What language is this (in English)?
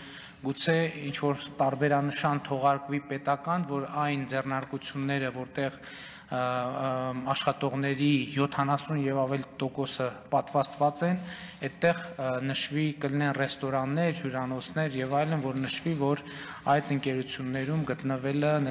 Armenian